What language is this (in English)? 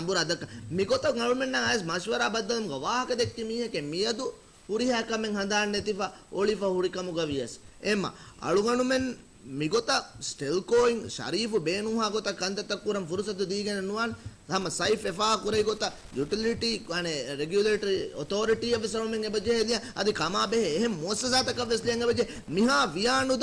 Divehi